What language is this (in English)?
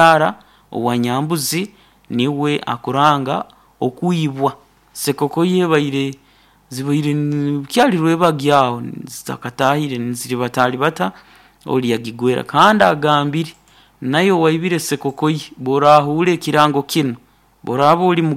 Nyankole